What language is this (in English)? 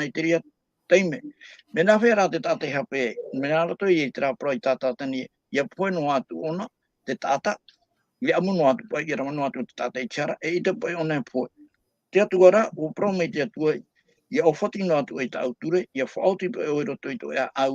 Tahitian